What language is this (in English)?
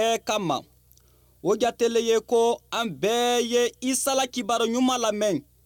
Mandingo